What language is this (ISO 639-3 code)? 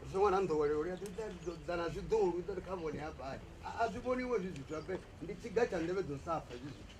ven